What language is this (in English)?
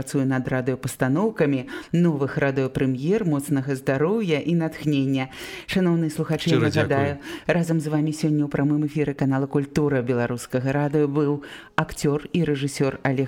Belarusian